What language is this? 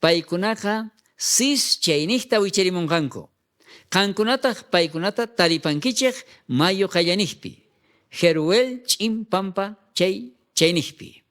South Bolivian Quechua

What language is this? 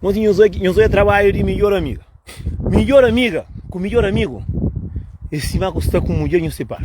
Kabuverdianu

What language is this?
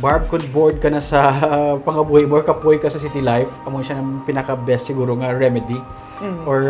Hiligaynon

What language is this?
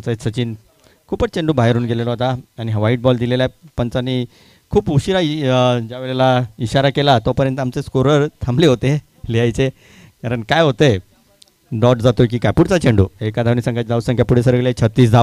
Marathi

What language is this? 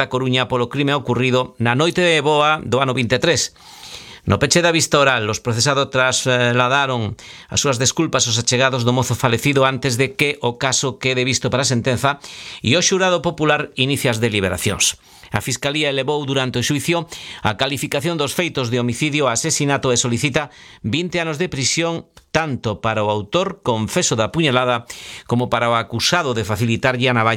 Galician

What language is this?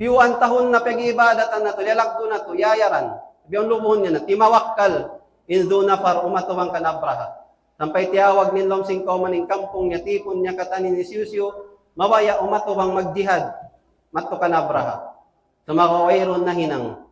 Tausug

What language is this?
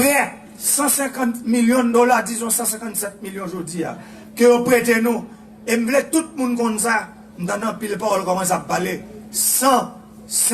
Haitian Creole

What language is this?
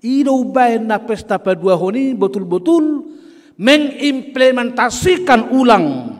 Batak Toba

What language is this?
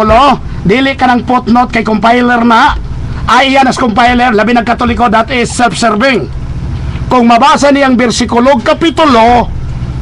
Cebuano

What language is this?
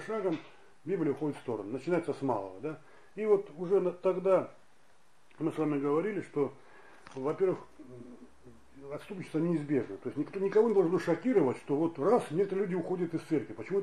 Russian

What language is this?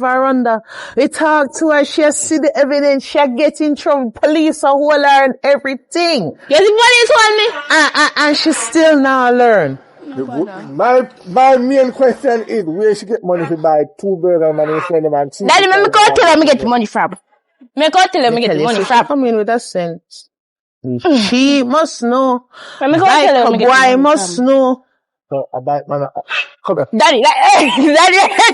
Jamaican Creole English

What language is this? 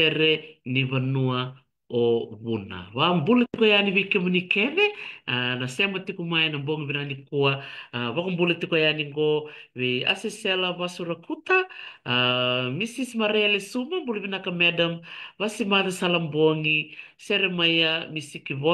Fijian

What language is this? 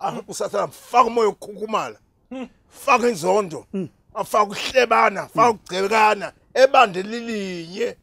Zulu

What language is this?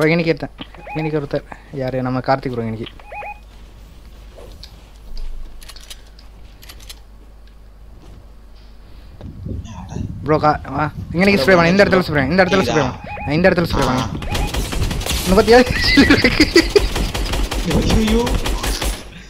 Tamil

